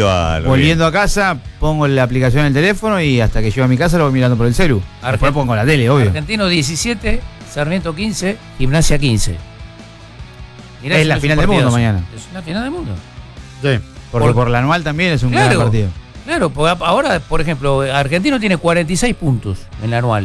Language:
Spanish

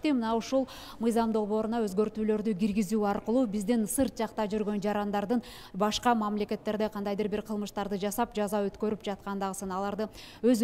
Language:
Kyrgyz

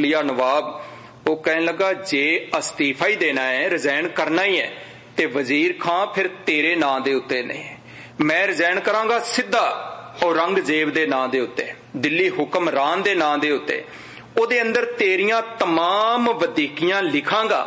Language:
Punjabi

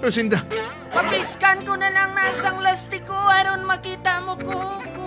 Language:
Hiligaynon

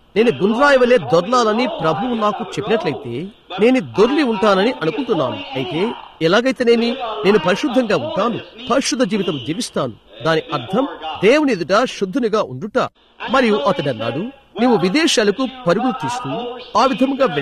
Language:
Telugu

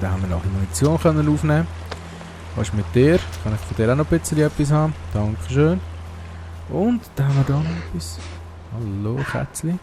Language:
Swiss German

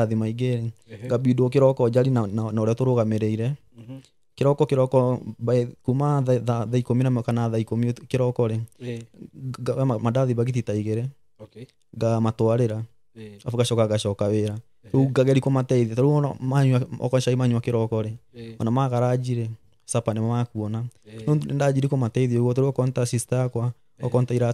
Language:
Kikuyu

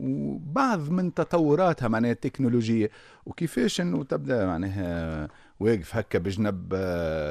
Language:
Tunisian Arabic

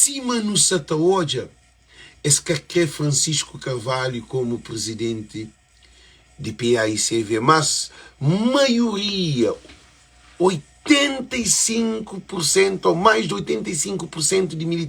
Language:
Kabuverdianu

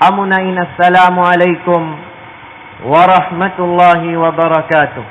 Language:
Tausug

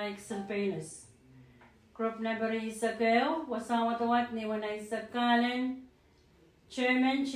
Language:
Pohnpeian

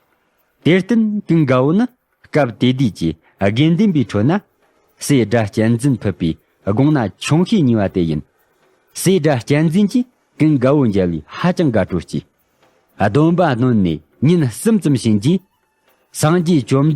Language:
Tibetan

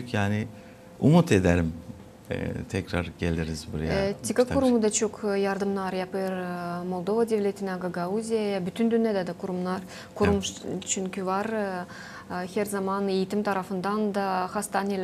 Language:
Gagauz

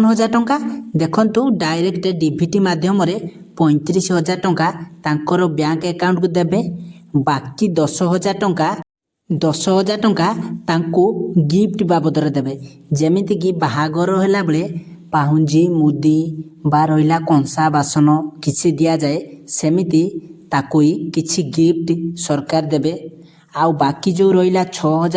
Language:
Odia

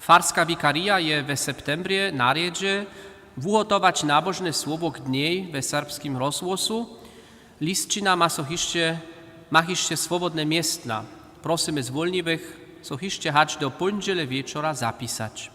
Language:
Upper Sorbian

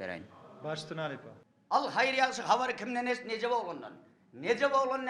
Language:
Turkmen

